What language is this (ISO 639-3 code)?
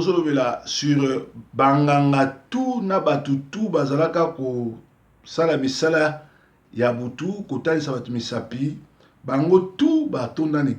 lin